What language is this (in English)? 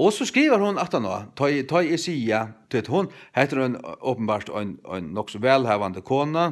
Faroese